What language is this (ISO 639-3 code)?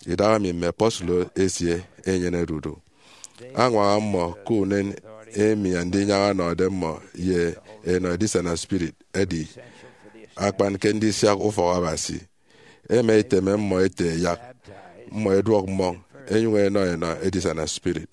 efi